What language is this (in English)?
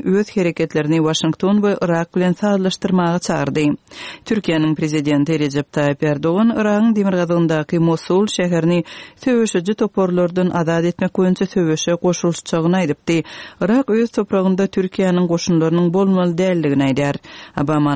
Turkmen